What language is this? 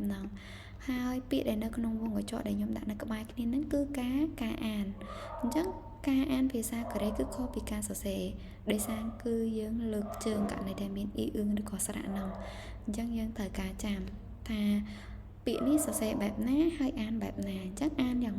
Khmer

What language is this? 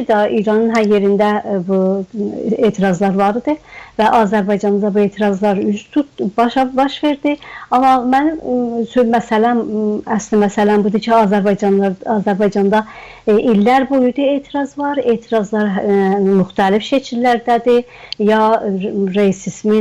South Azerbaijani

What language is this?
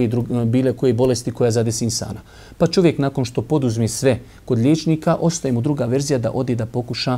Bosnian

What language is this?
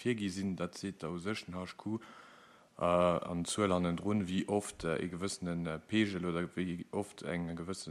Luxembourgish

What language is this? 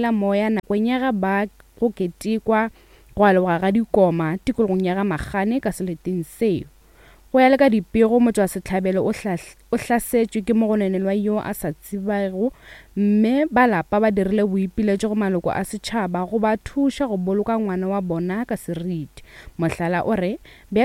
Northern Sotho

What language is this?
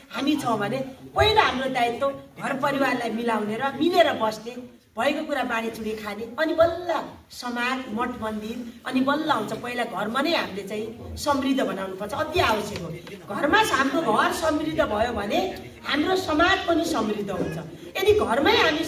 Nepali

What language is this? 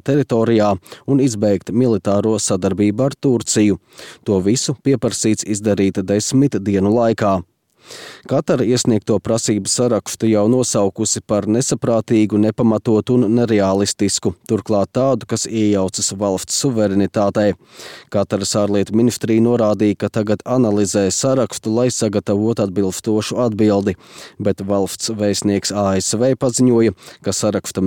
Latvian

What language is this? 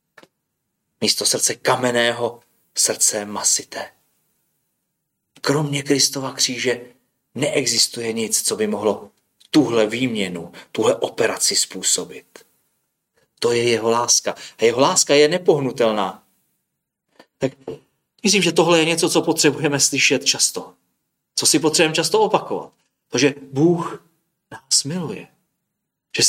Czech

